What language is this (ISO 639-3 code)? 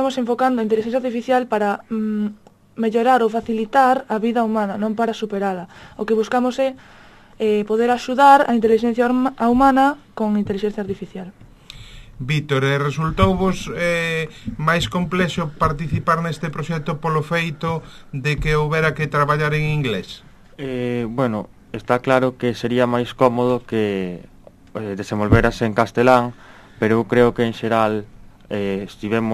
glg